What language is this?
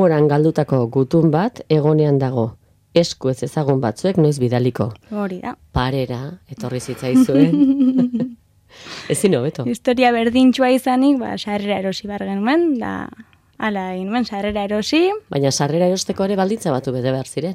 Basque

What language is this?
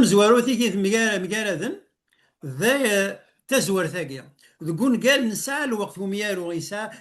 Kabyle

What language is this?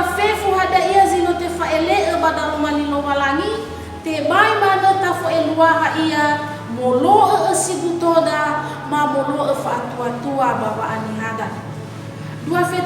Nias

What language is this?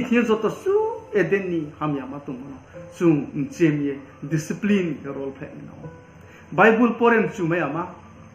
Riang (India)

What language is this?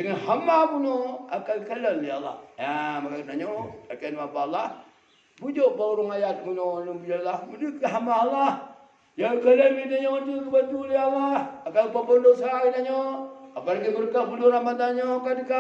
Achinese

